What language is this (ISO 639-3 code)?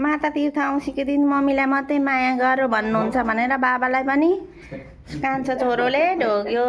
nep